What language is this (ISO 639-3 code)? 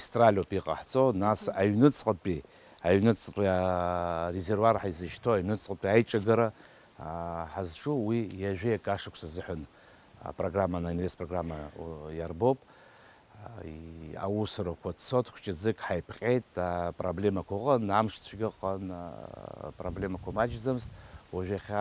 abk